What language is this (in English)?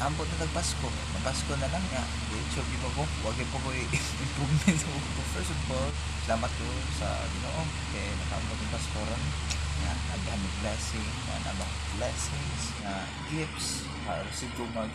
Cebuano